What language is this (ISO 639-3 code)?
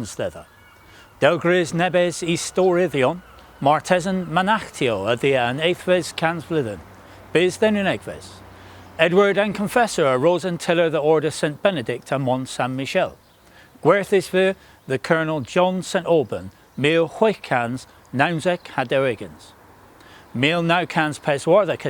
cor